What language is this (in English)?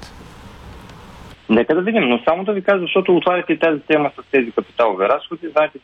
Bulgarian